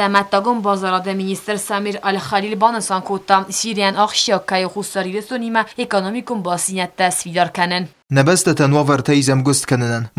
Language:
Ossetic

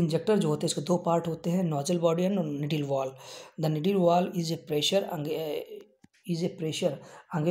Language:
Hindi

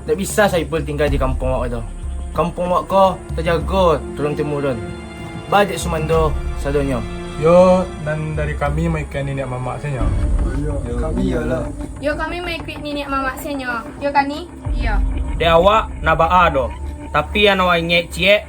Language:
Minangkabau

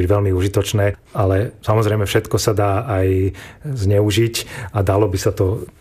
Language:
Slovak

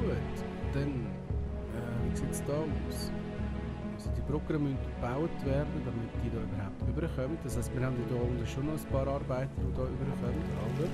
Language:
Swiss German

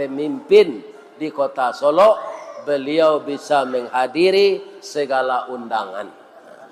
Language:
Minangkabau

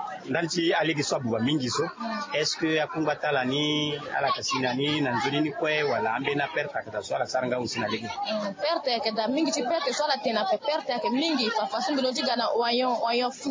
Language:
Sango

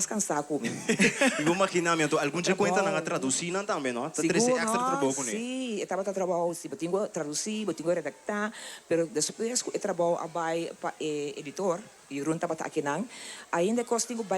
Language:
Papiamento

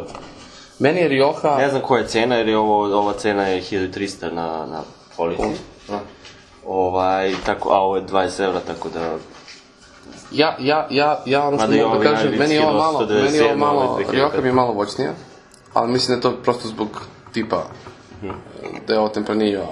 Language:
Serbian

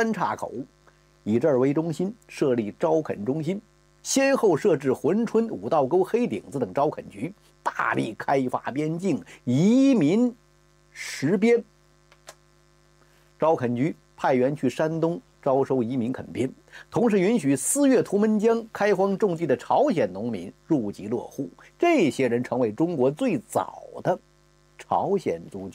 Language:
Chinese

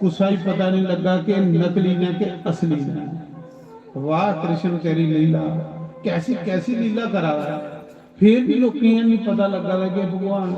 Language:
Dogri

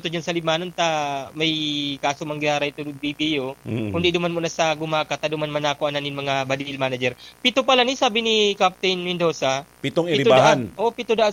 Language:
Bikol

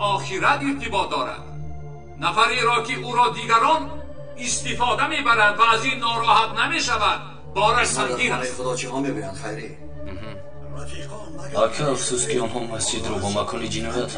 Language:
Tajik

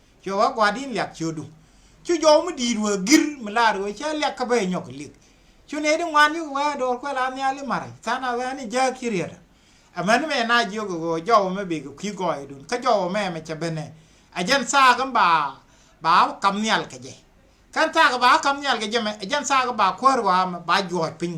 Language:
Nuer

